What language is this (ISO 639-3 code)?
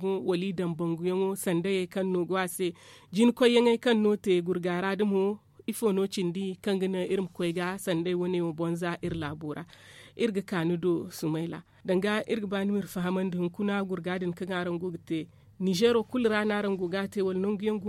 dje